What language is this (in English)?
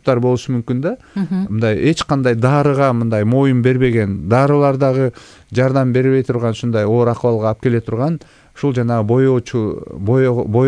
Kyrgyz